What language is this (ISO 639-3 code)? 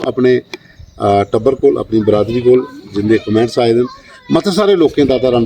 doi